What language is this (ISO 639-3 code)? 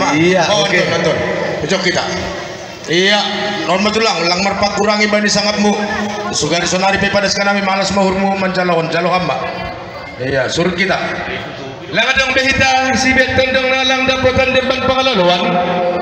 bbc